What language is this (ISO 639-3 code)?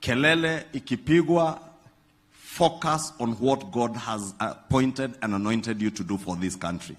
guz